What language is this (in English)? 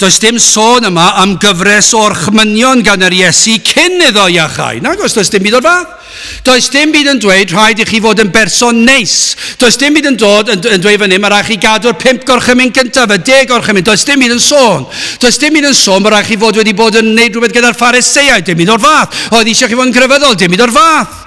Welsh